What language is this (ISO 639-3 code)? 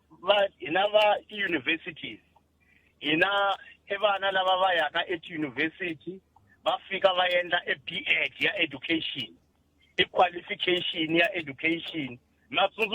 tso